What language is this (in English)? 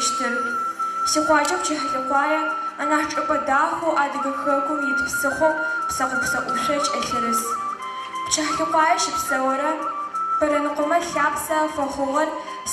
Adyghe